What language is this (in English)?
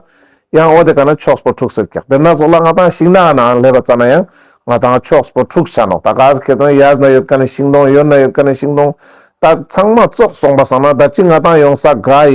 Ladakhi